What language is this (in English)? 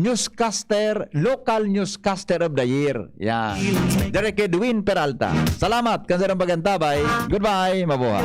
Bikol